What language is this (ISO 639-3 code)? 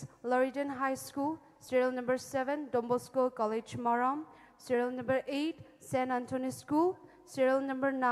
pmx